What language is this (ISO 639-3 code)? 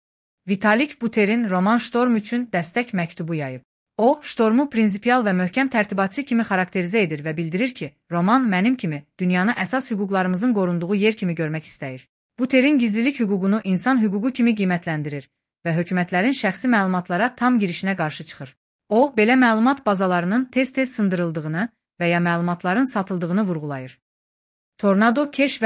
aze